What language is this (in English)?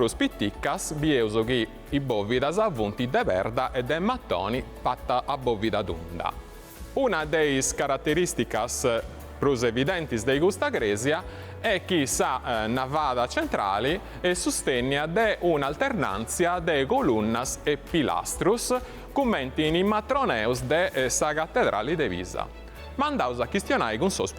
Sardinian